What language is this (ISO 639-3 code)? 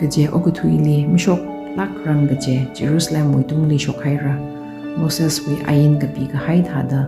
nmf